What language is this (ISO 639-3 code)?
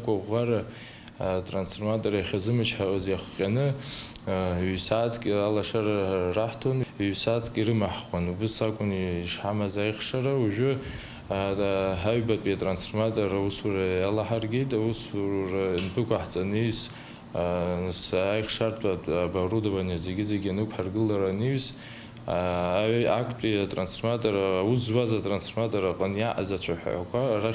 abk